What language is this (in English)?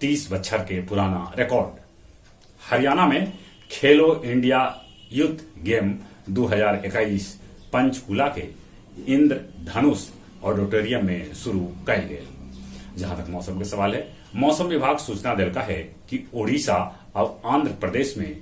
Magahi